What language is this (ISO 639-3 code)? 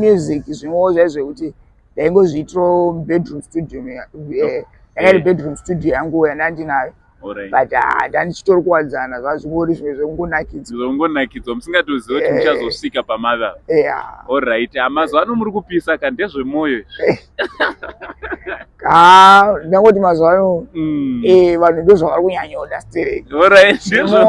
sna